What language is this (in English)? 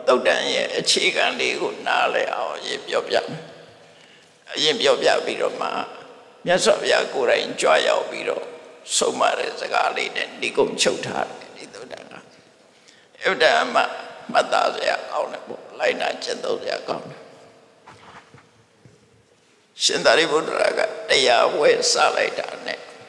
Burmese